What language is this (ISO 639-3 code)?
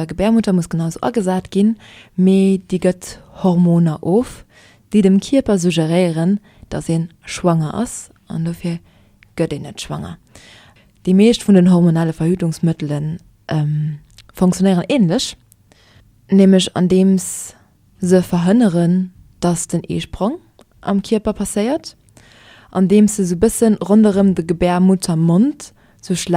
ltz